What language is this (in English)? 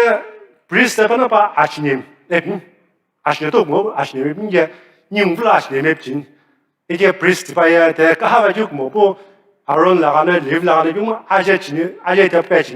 Sumi Naga